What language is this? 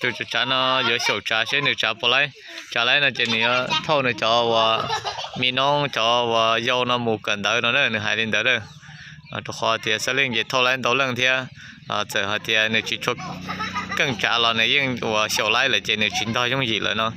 Hmong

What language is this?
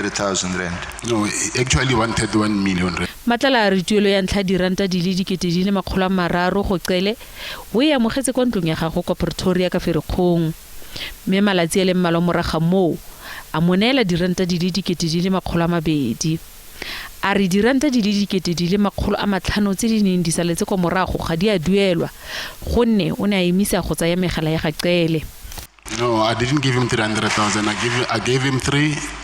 Tswana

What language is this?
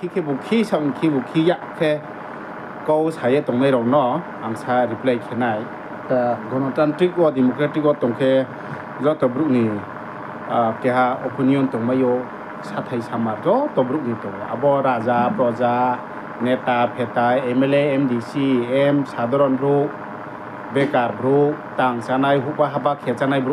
Riang (India)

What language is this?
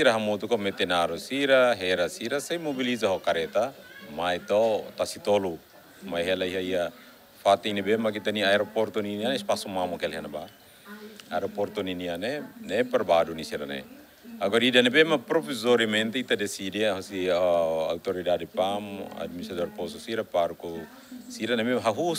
Tetum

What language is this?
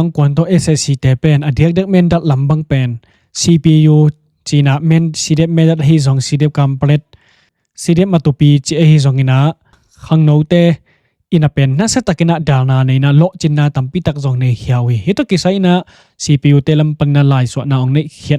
Tedim Chin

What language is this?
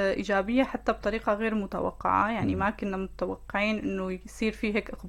North Levantine Arabic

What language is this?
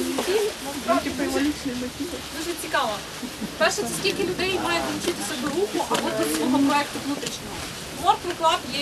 Ukrainian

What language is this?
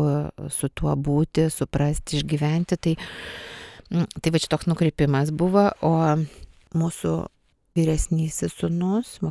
Lithuanian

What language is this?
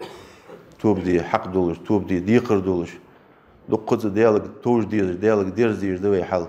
Ingush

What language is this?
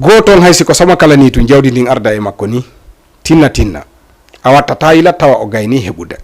Fula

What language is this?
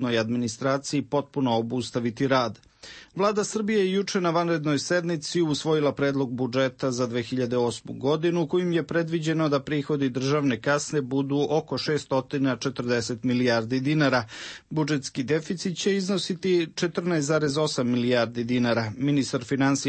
Serbian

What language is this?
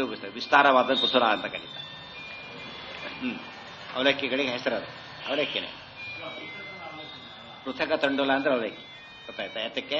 Kannada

